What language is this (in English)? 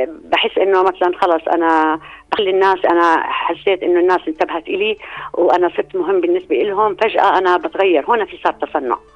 North Levantine Arabic